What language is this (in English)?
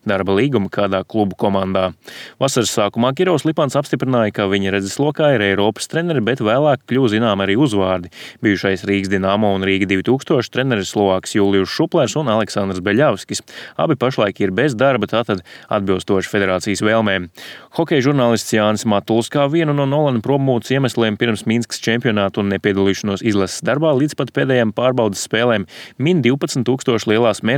Latvian